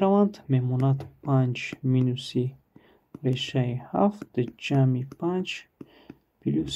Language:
Tajik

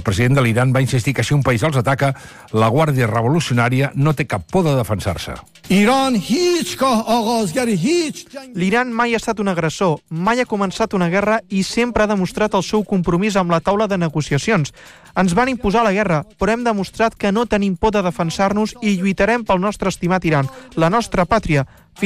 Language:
Catalan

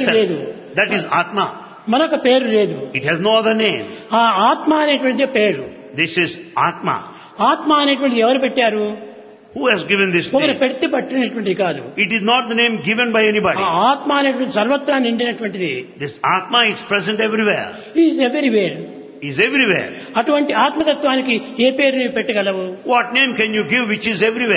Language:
Telugu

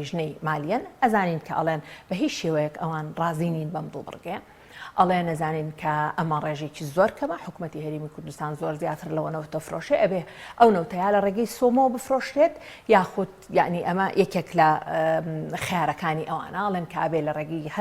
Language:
Central Kurdish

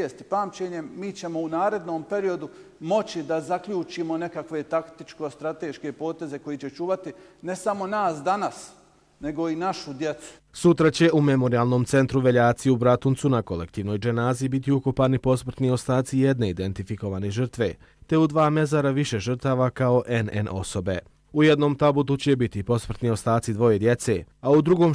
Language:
Bosnian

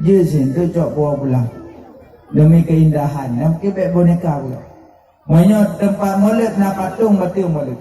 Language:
Achinese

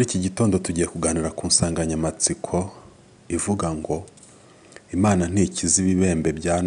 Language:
Kinyarwanda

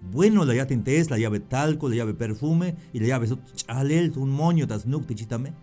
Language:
Tzeltal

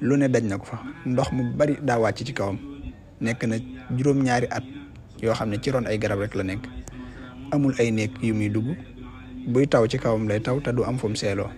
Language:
Wolof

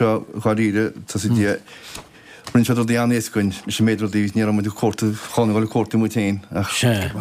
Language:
Irish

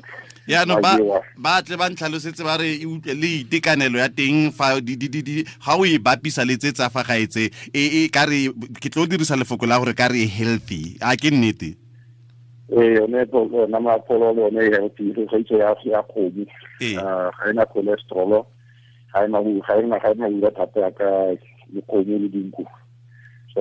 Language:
Tswana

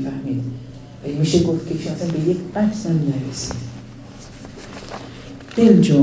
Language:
Persian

